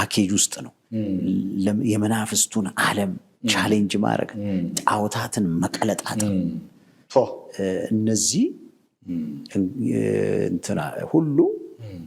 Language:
Amharic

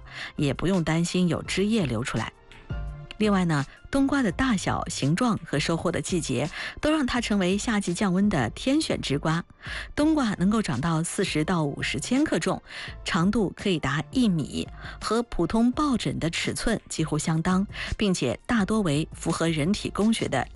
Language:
Chinese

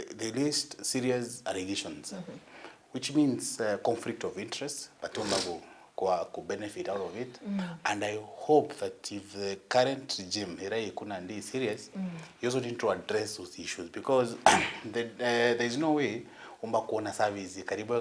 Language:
Meru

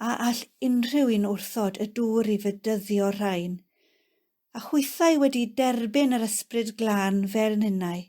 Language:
Welsh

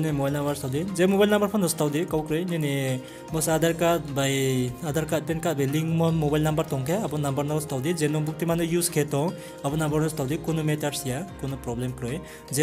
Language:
Riang (India)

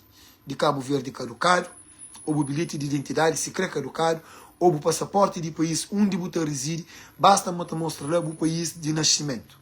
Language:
Kabuverdianu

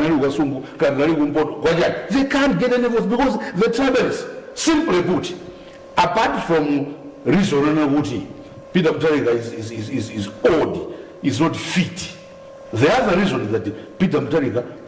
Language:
Nyanja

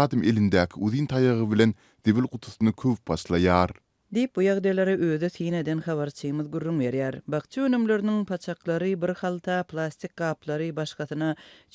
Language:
Turkmen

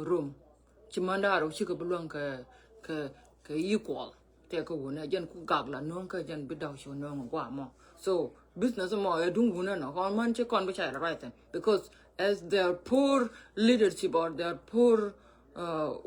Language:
Nuer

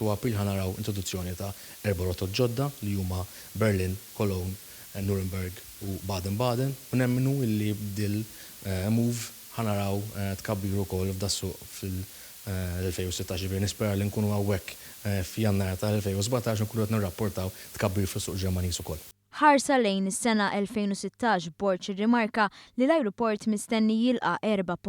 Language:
Maltese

